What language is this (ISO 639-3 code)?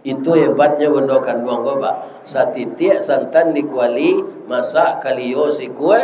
min